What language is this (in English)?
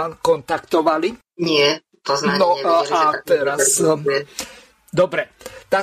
Slovak